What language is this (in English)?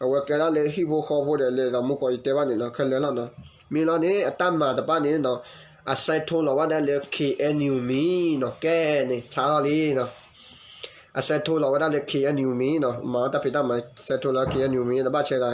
S'gaw Karen